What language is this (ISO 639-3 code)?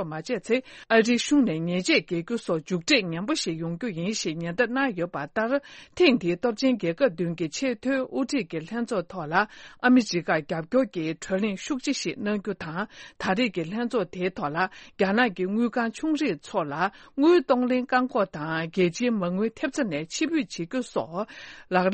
bod